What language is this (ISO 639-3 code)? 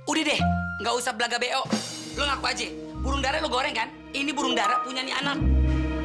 bew